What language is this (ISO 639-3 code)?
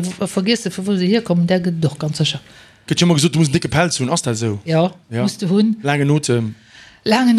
ltz